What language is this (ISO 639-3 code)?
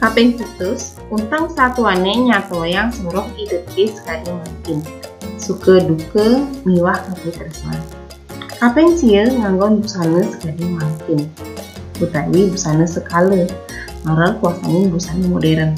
ban